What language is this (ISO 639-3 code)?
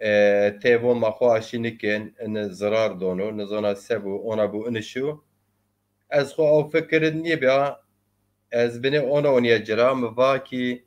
zza